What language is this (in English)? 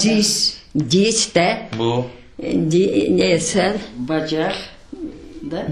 Crimean Tatar